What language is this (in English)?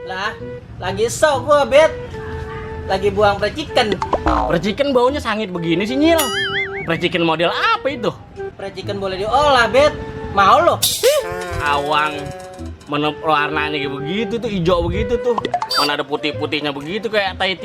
Betawi